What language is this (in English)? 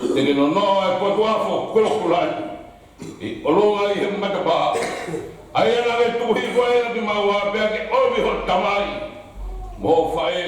Tongan